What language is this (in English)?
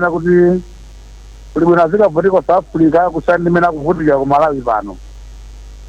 Nyanja